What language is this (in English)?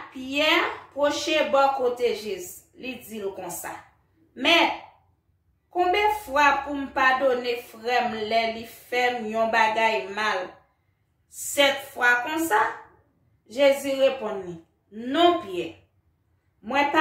Haitian Creole